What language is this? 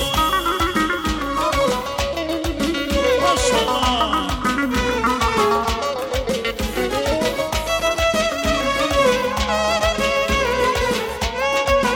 Turkish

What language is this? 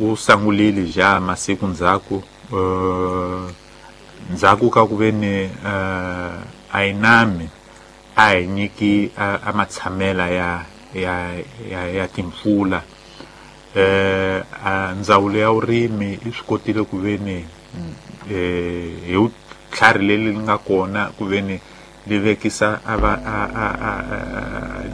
Tsonga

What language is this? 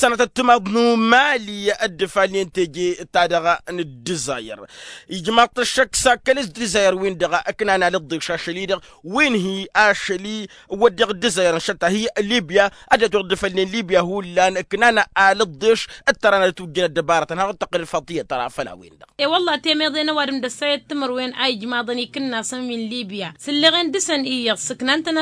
Tamasheq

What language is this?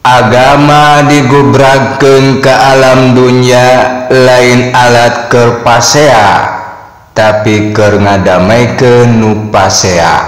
Sundanese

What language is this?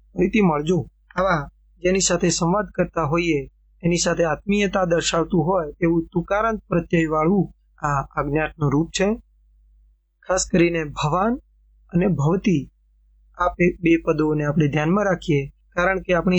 Gujarati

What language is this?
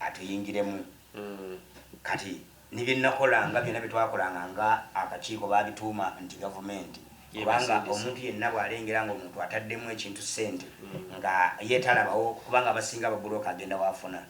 Ganda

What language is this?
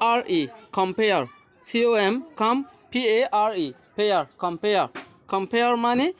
Rohingya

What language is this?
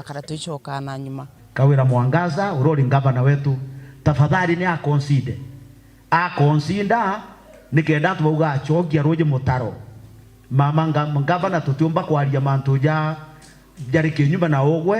Meru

